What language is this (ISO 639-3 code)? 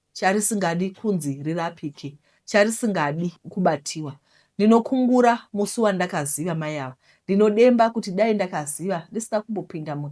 sna